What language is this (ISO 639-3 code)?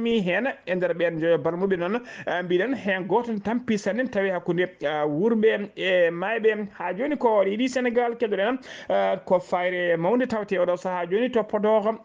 ful